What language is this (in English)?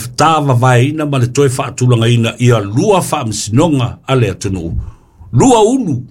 Samoan